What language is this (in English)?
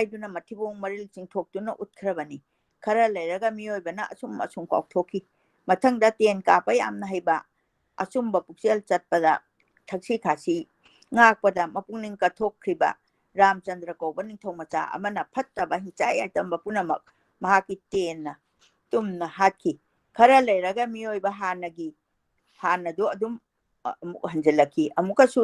Manipuri